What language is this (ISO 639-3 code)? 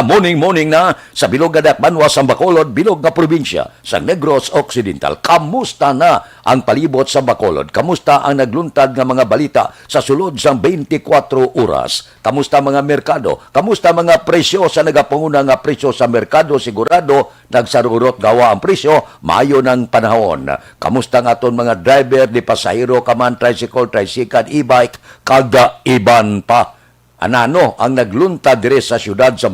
hil